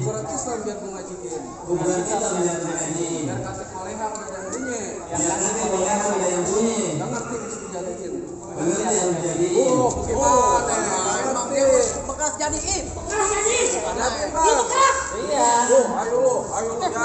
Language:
Betawi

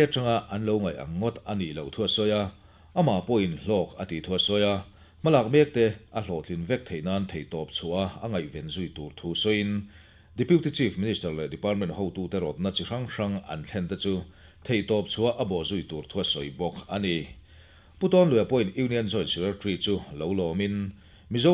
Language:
Mizo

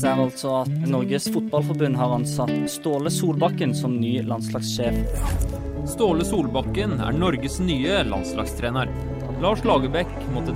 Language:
Norwegian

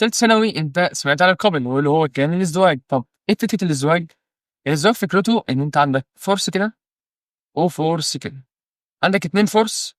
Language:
Egyptian Arabic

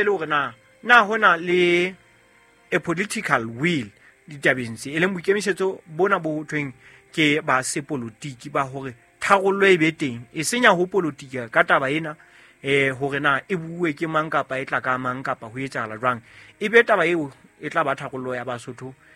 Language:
Southern Sotho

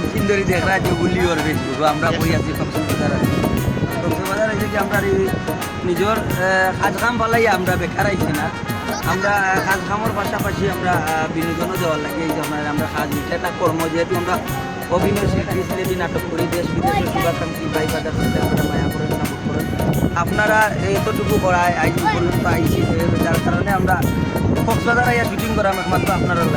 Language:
Sylheti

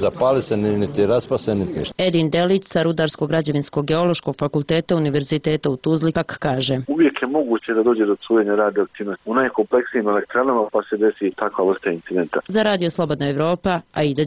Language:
Bosnian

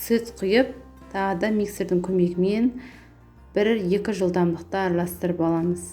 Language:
Kazakh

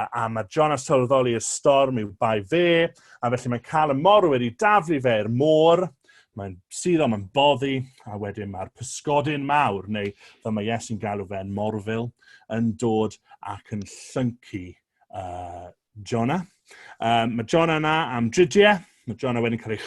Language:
Welsh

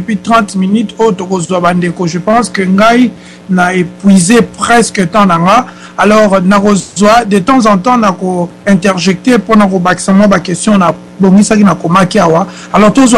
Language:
Lingala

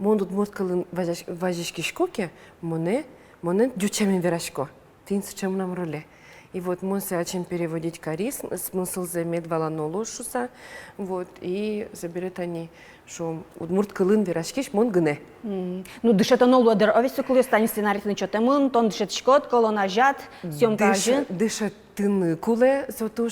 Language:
Udmurt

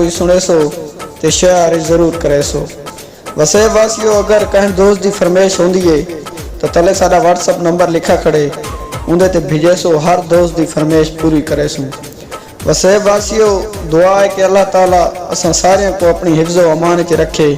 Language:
Saraiki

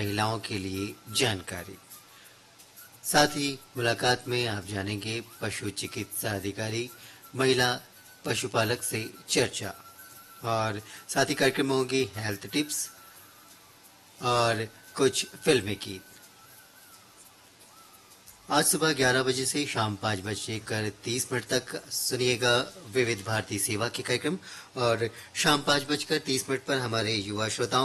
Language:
Hindi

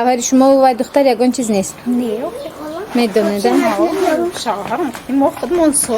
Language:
Tajik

